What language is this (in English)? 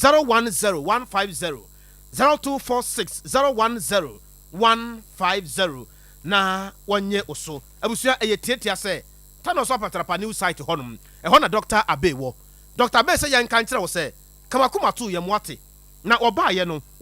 Akan